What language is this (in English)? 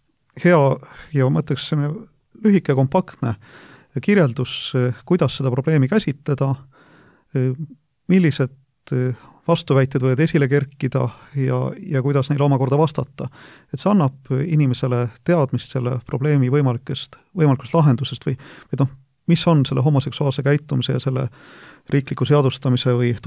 Estonian